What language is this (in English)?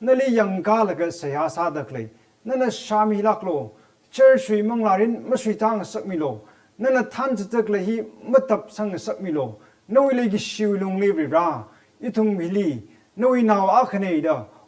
Tangkhul Naga (India)